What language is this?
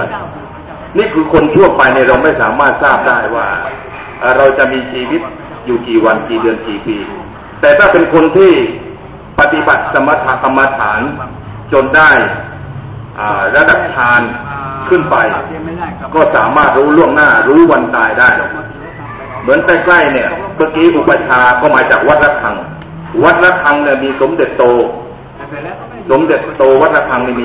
Thai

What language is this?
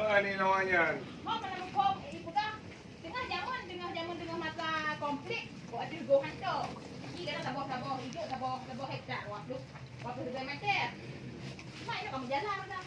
Achinese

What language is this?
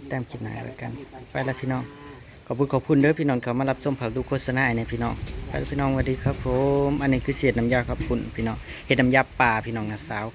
Northeastern Thai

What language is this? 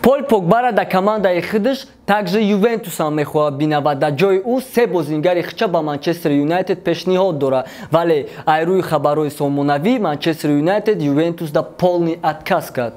Tajik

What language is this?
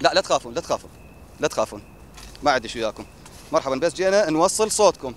Mesopotamian Arabic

